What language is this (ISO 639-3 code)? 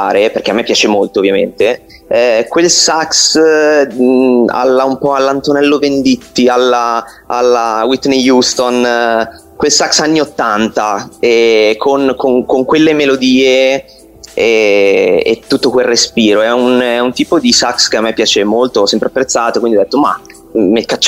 ita